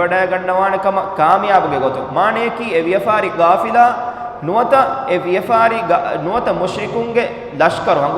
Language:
Divehi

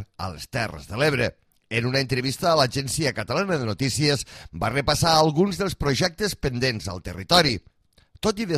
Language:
Catalan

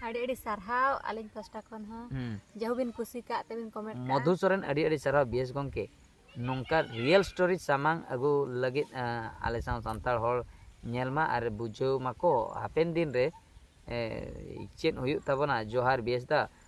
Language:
Santali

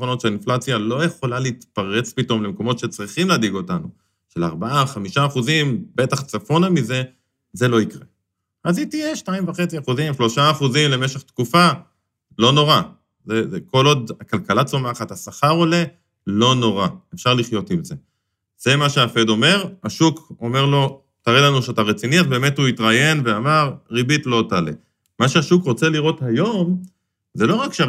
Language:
Hebrew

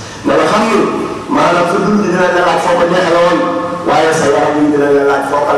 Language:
Wolof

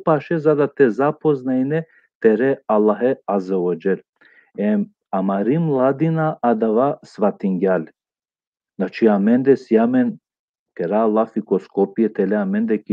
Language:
Balkan Romani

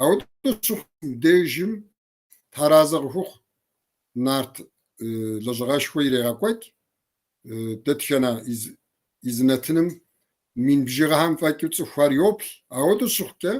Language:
Kabardian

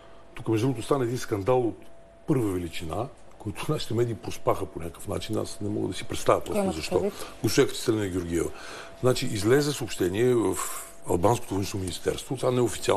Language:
Bulgarian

